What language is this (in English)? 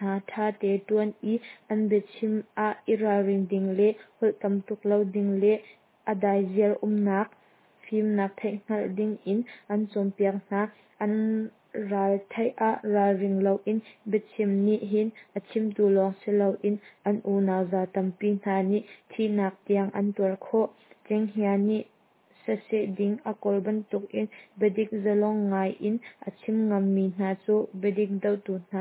Hakha Chin